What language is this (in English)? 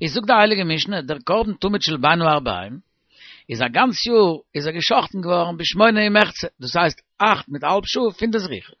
Yiddish